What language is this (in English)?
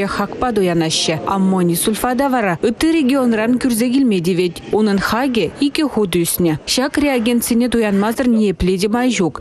Chuvash